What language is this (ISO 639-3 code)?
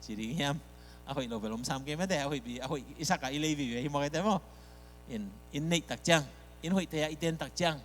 ctd